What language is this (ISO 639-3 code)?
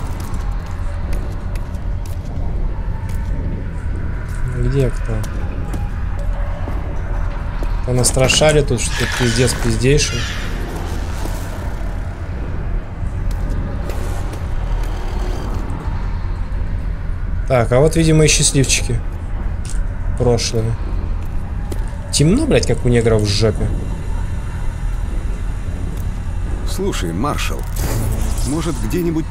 rus